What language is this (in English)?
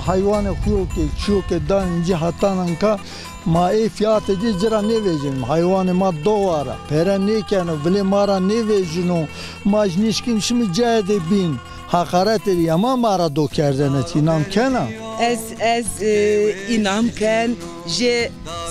Zaza